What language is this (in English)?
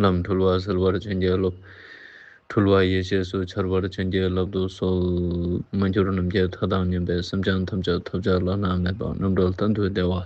Ladakhi